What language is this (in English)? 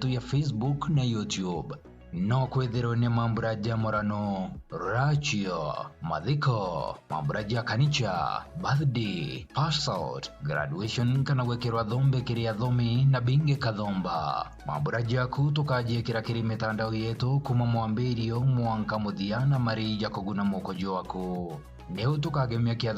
Meru